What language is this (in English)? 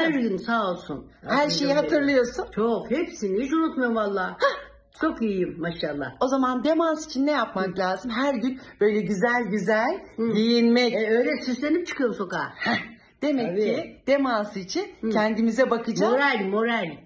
Turkish